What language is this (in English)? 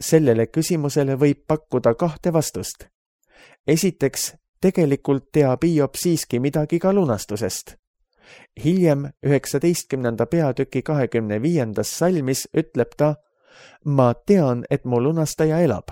Estonian